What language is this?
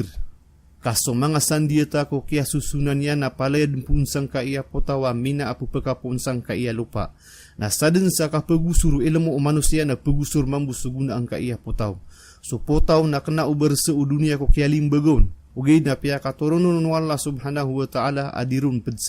Maranao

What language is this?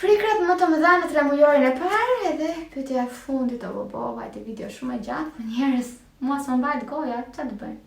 Albanian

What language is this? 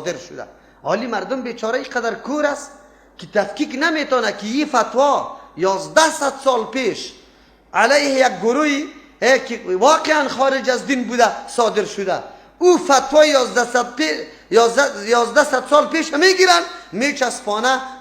Persian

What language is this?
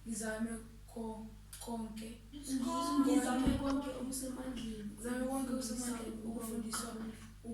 Zulu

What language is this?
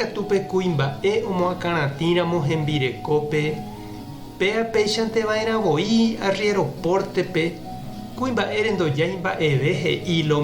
Guarani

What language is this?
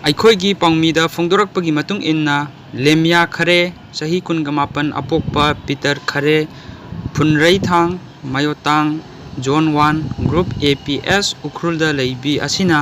Manipuri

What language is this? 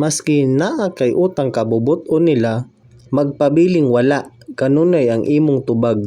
Cebuano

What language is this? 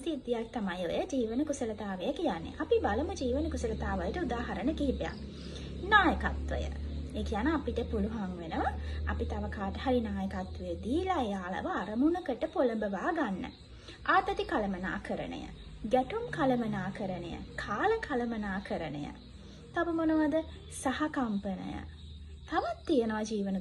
Sinhala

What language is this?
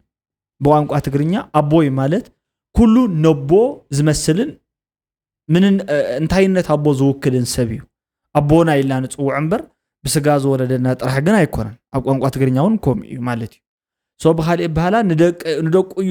Tigrinya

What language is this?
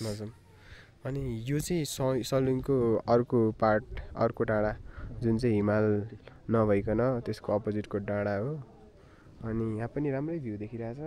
Nepali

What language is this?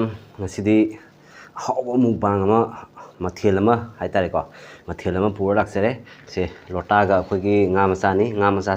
Manipuri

